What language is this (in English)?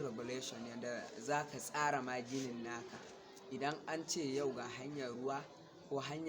Hausa